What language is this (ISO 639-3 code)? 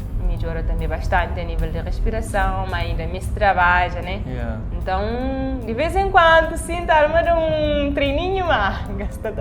kea